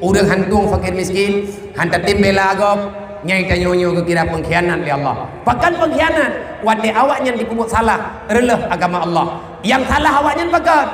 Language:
Achinese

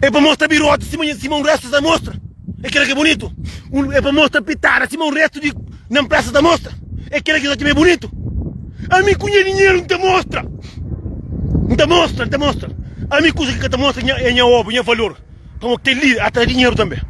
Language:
Kabuverdianu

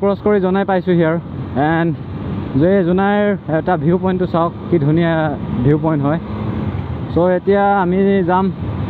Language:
Assamese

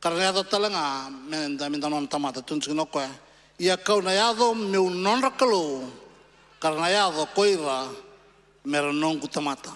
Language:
Fijian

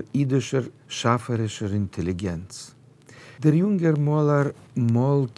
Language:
Yiddish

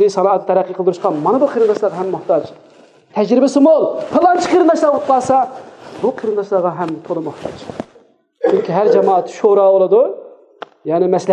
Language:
Uyghur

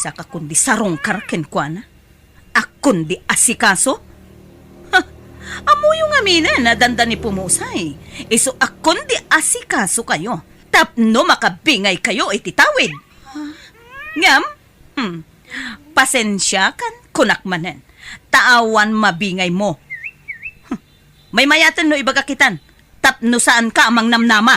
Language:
Iloko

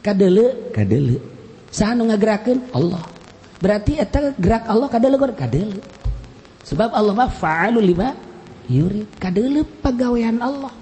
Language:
Sundanese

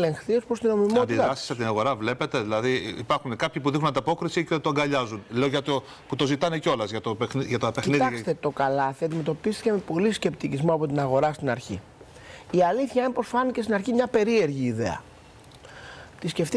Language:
Greek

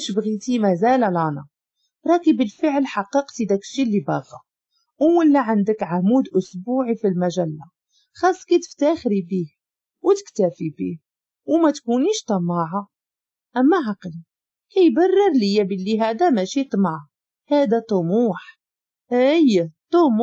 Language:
Moroccan Arabic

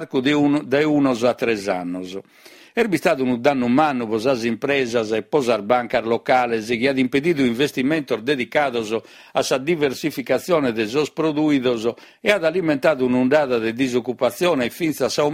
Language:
Sardinian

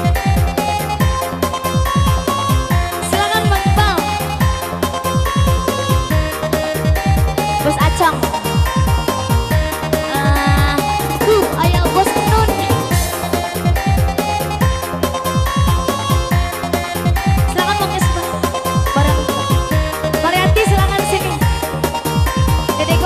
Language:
Indonesian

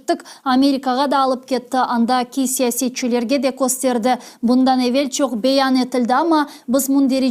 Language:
Crimean Tatar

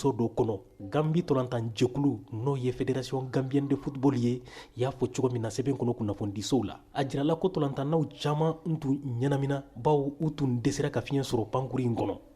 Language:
Bambara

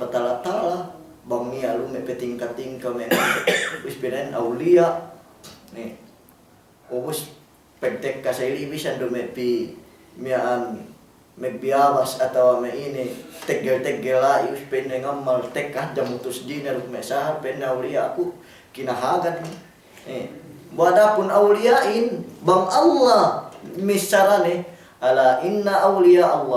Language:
Yakan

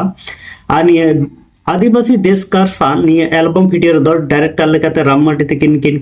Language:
Santali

